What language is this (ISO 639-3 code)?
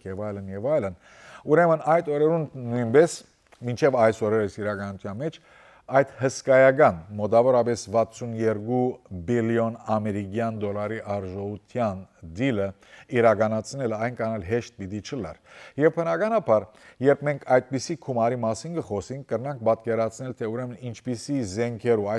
hyw